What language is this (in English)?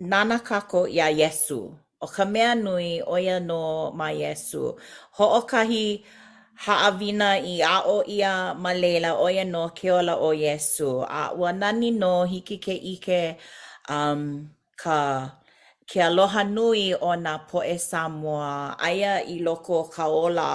Hawaiian